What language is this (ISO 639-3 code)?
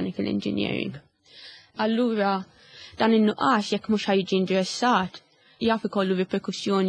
mlt